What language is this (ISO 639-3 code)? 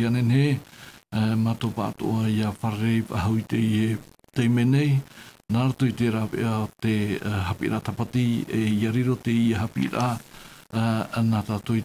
tah